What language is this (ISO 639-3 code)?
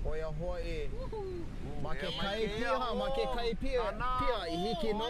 haw